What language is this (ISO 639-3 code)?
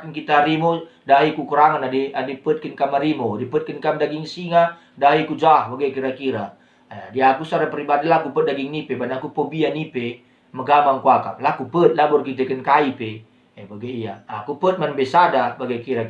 btx